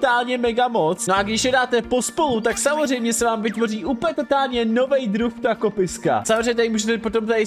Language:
Czech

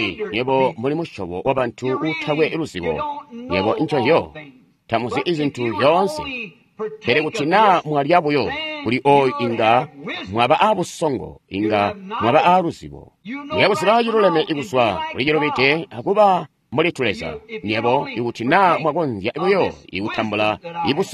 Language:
Tonga (Zambia)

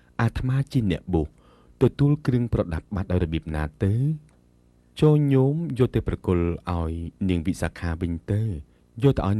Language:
Khmer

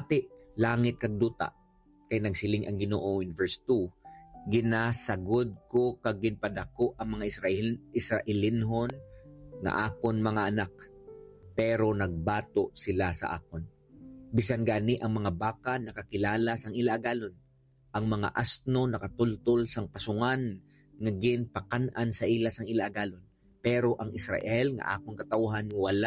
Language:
Hiligaynon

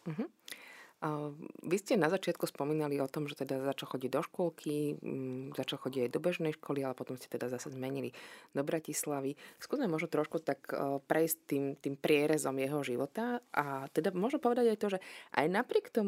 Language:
Slovak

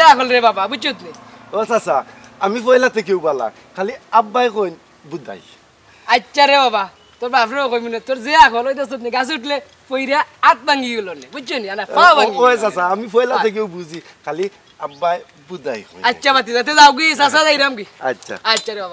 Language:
Sylheti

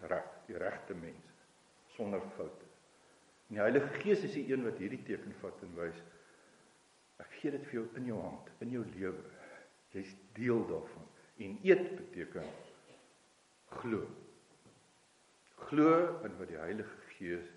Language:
Afrikaans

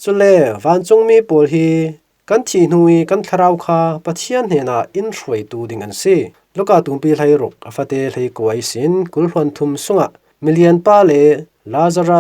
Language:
Falam Chin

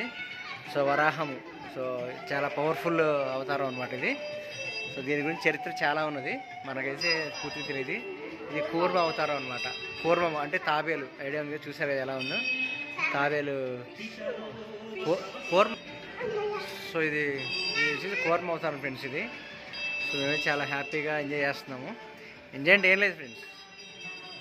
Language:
Telugu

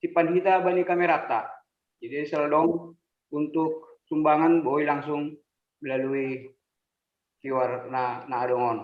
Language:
Batak Simalungun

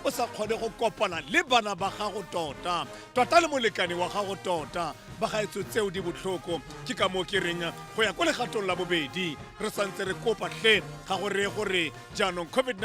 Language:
Tswana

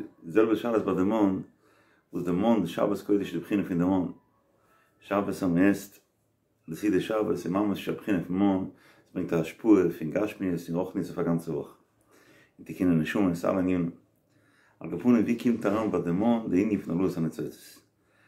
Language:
Yiddish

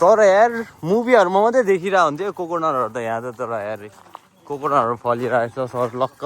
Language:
Nepali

